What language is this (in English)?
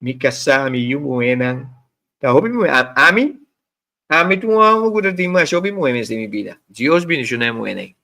Papiamento